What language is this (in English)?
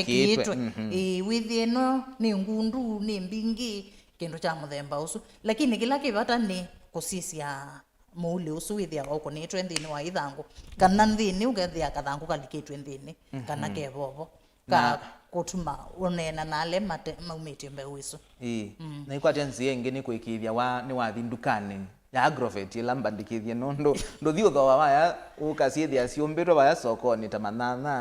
Kamba